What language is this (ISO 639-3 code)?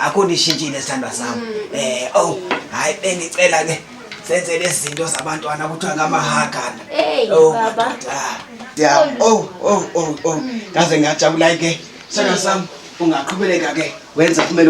zul